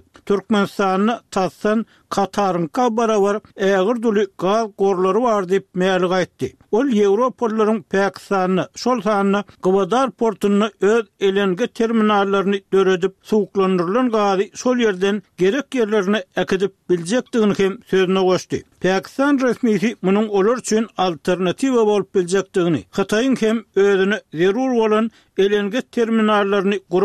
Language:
Turkmen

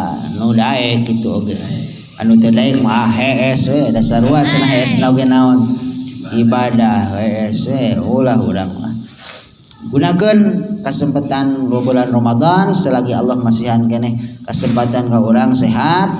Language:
Sundanese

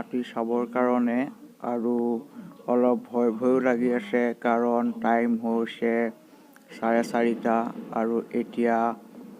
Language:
Assamese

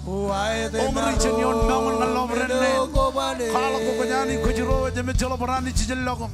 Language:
Marshallese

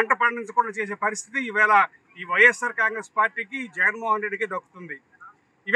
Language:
Telugu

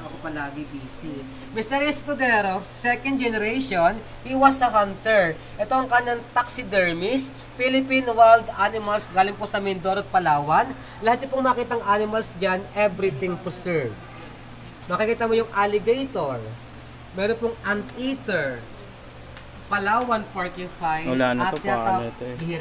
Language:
Filipino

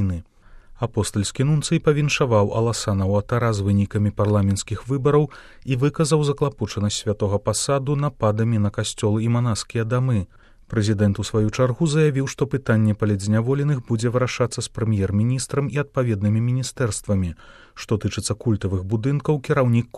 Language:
Belarusian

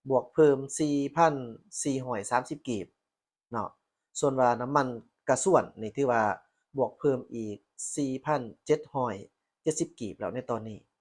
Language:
Lao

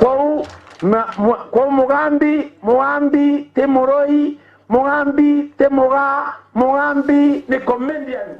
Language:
Meru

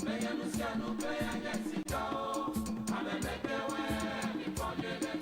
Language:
Ewe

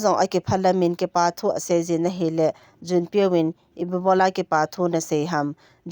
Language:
Thado Chin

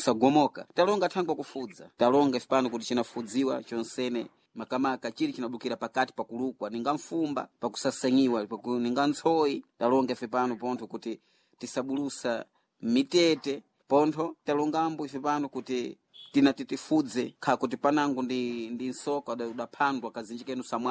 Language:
Sena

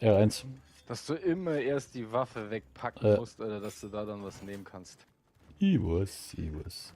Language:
Bavarian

